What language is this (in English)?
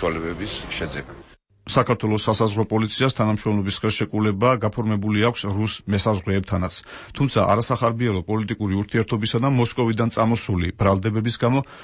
Georgian